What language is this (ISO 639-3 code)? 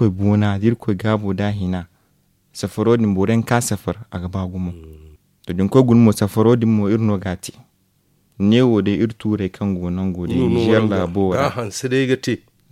dje